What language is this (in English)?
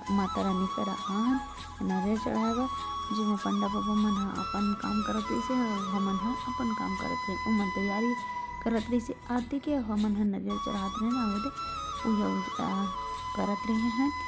Chhattisgarhi